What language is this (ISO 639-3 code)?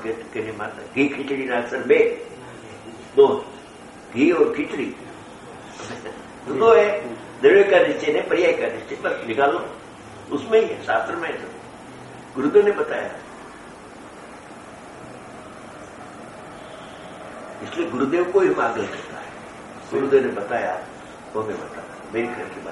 guj